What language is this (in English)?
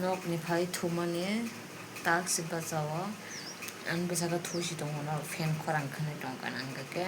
Kok Borok